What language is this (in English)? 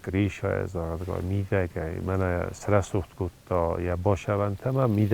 Ossetic